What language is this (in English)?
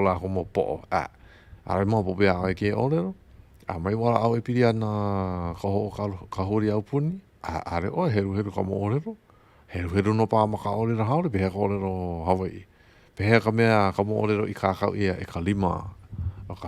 Hawaiian